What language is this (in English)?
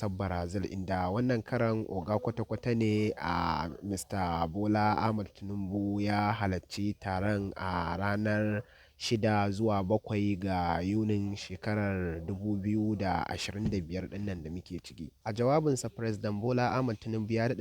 Hausa